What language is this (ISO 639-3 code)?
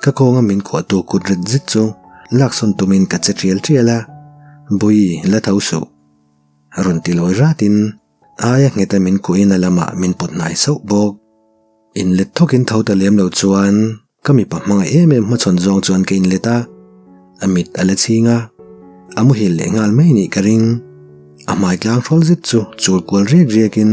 lus